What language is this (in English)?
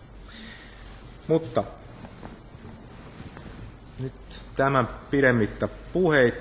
Finnish